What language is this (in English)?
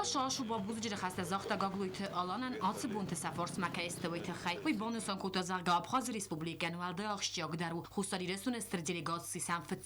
Ossetic